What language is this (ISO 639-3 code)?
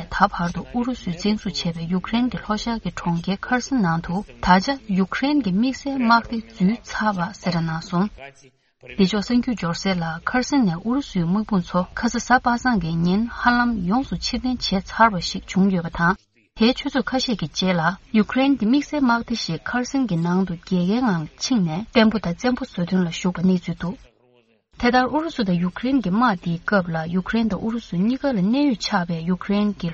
bod